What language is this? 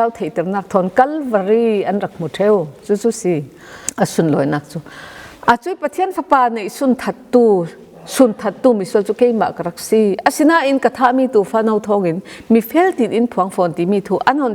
Falam Chin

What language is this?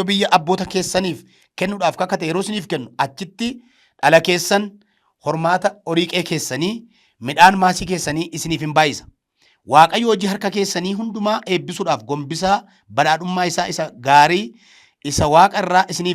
Oromo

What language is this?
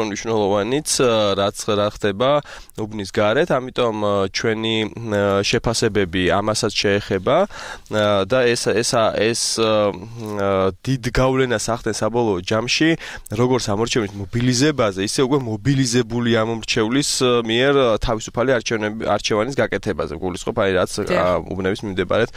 Georgian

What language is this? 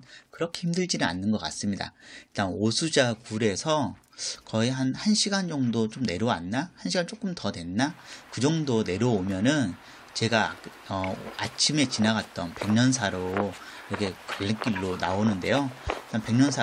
Korean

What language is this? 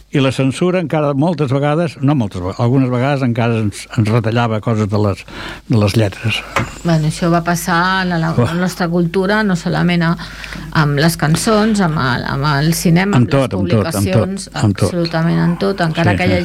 Catalan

